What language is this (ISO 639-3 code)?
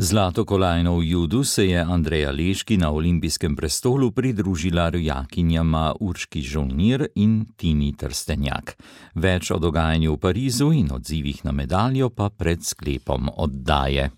slv